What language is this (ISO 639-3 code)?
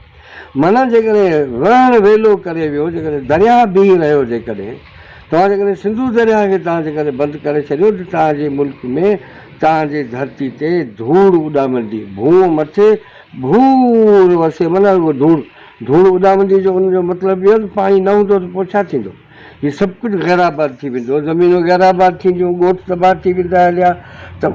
snd